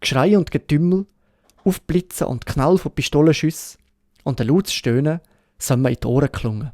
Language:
Swiss German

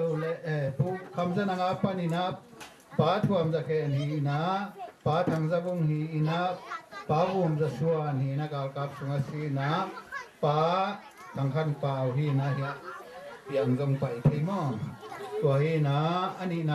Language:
Tedim Chin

